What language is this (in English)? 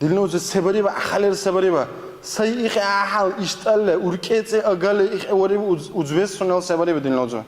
Dargwa